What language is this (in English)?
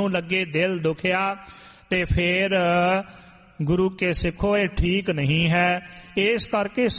Punjabi